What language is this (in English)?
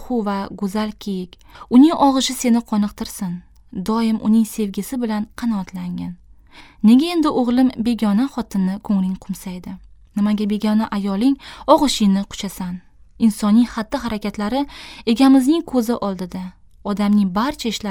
Uzbek